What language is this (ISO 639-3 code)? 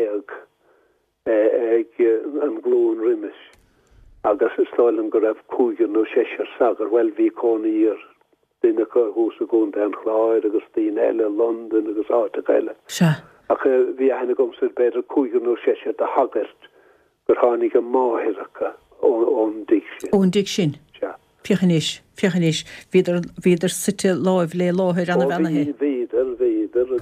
gle